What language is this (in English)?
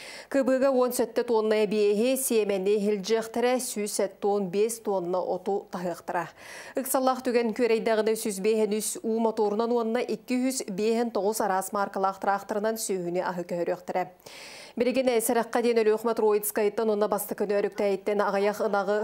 Yakut